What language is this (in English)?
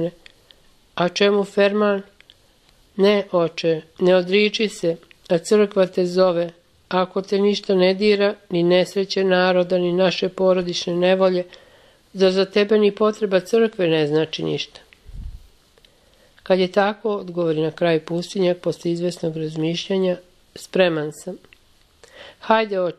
Serbian